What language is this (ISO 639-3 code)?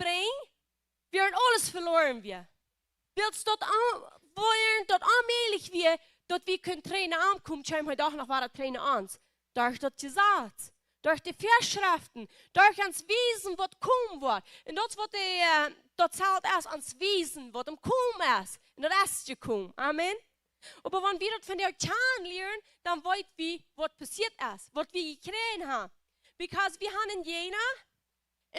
pdt